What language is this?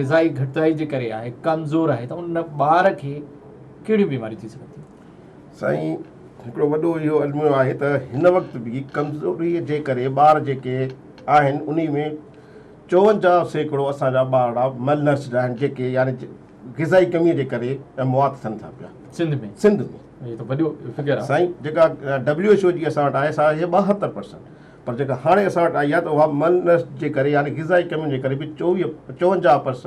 Sindhi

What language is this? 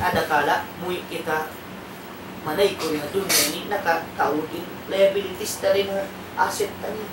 Tausug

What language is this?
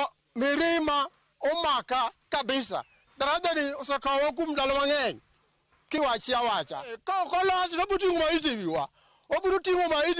Luo (Kenya and Tanzania)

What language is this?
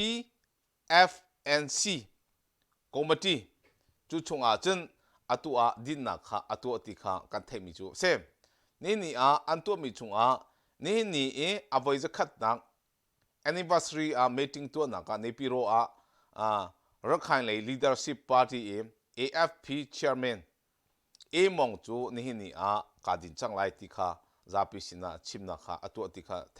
Hakha Chin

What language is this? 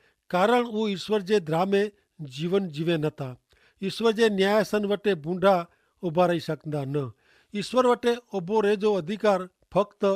Kachhi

